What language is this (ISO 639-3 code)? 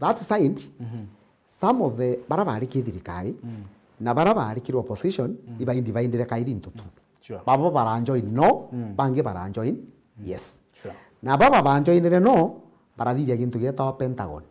mer